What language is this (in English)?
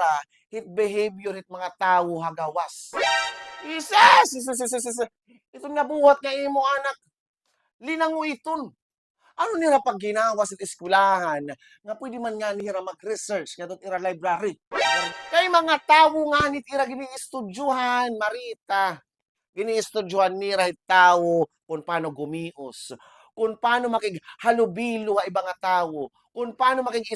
Waray